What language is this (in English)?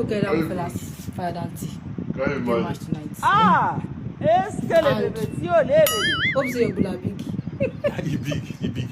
Nigerian Pidgin